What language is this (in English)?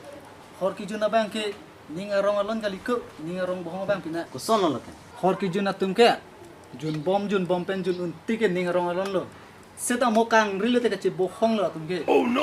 Karbi